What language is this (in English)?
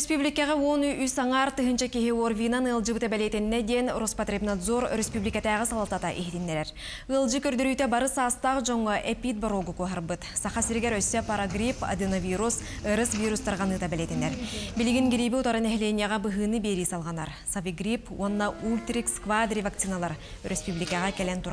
Yakut